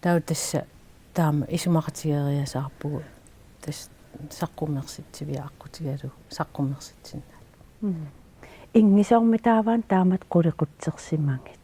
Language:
Kalaallisut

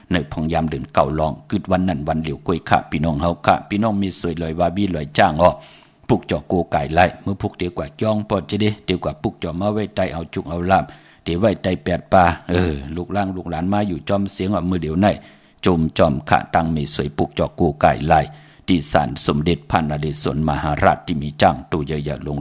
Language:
Shan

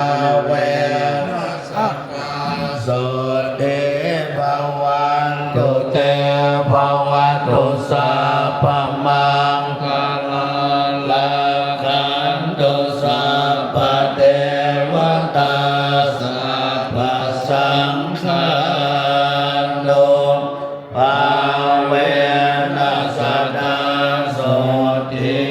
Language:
Pali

